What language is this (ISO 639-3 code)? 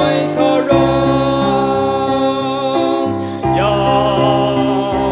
nmf